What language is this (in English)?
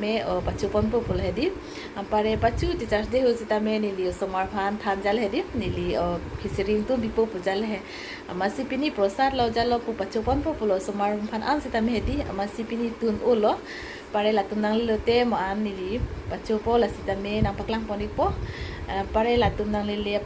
Karbi